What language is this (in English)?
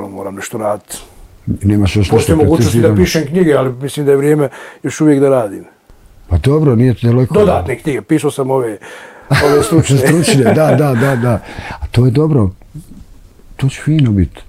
Bosnian